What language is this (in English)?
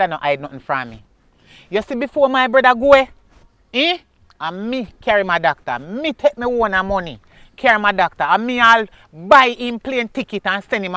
Jamaican Creole English